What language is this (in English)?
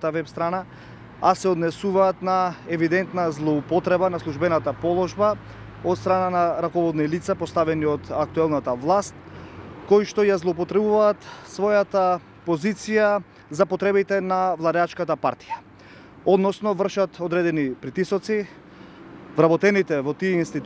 Macedonian